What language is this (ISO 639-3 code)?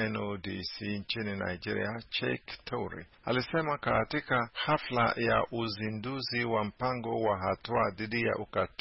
swa